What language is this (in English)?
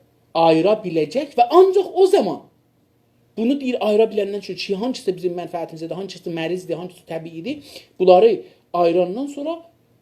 South Azerbaijani